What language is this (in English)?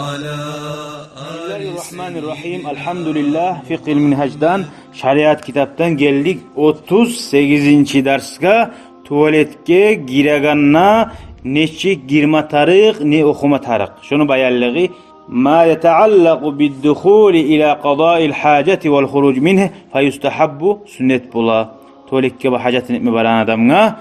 Kumyk